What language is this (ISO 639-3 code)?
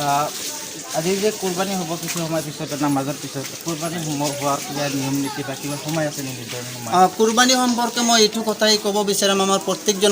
asm